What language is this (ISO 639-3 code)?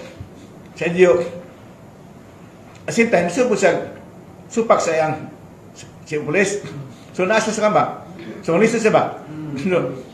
ceb